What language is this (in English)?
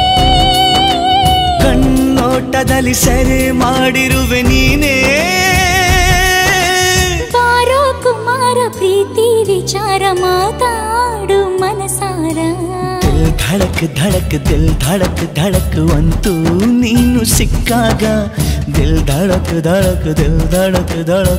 Kannada